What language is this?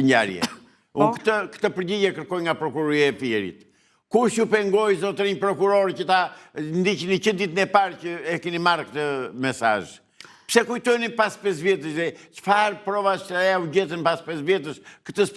Albanian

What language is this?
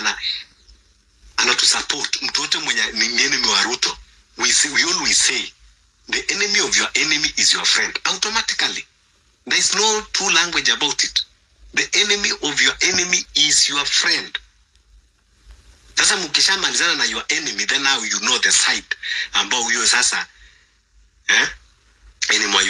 Swahili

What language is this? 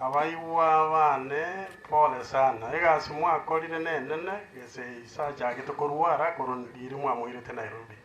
Gusii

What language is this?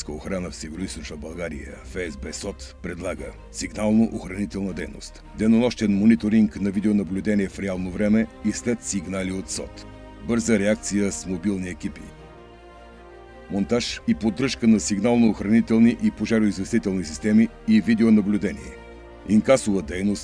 Bulgarian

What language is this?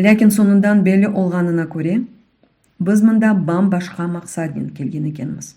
Crimean Tatar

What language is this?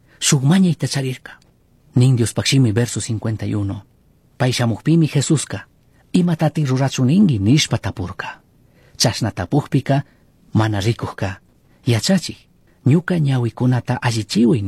Chimborazo Highland Quichua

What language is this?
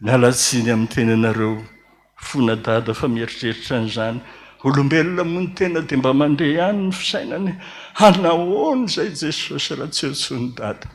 Malagasy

